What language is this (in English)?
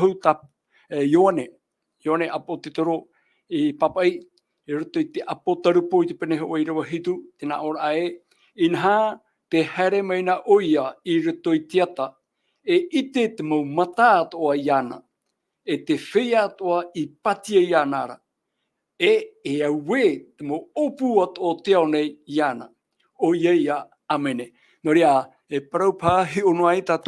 Tahitian